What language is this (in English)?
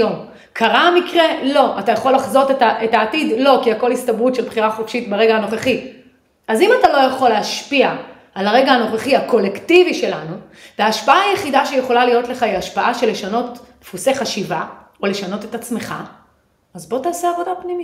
Hebrew